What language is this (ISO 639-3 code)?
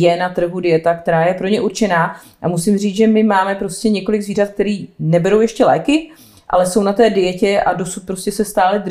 ces